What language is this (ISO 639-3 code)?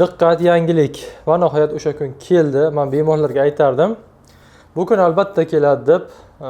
uzb